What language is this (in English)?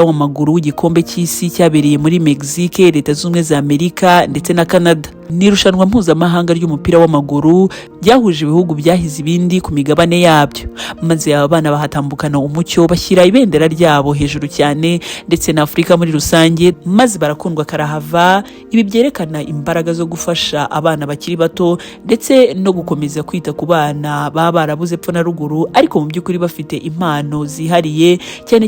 Kinyarwanda